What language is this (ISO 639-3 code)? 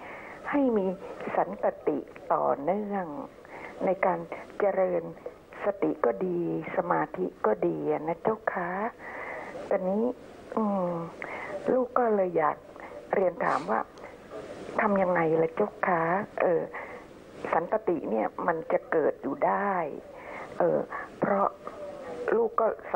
tha